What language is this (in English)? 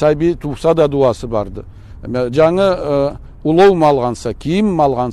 Karachay-Balkar